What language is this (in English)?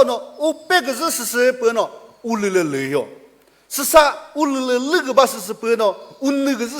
Chokri Naga